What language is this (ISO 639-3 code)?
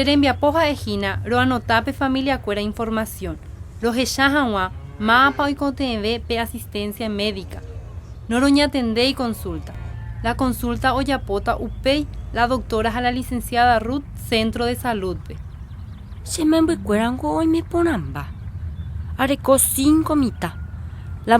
grn